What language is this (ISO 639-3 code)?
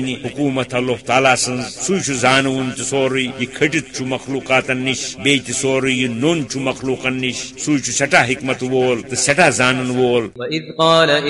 kas